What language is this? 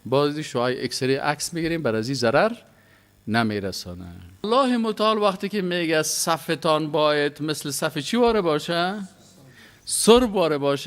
Persian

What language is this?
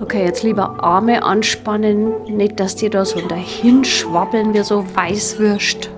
Bavarian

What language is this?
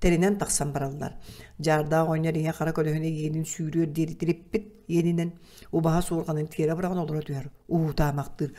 Yakut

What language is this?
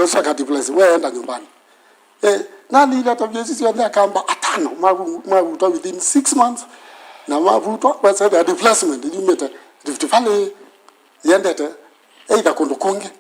Kamba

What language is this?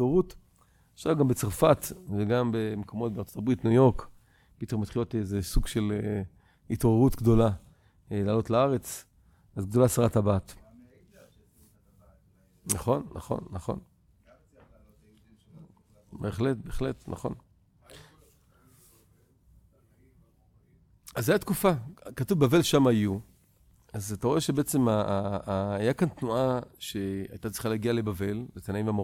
Hebrew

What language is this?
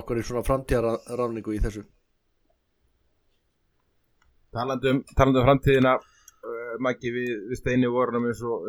Icelandic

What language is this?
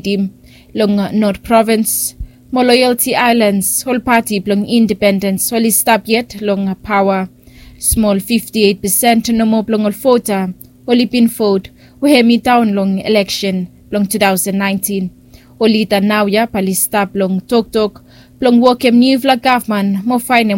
Bislama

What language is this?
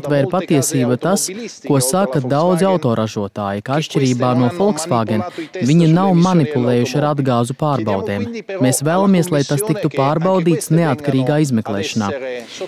Latvian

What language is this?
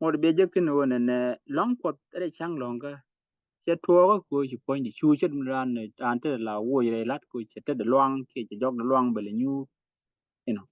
Nuer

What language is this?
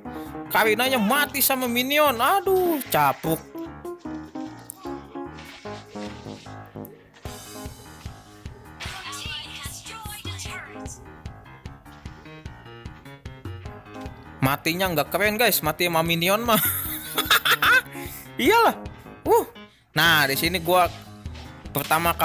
Indonesian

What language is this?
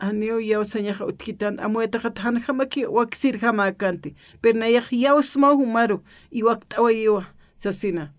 Aymara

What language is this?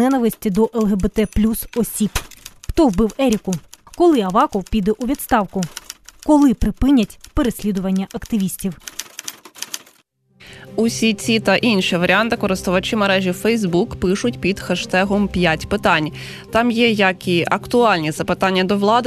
Ukrainian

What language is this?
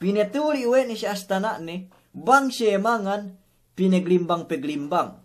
Yakan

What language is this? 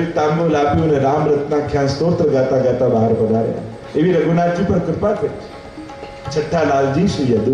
Gujarati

